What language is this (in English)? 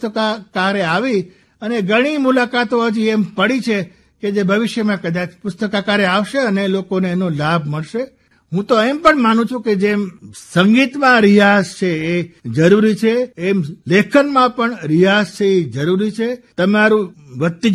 Gujarati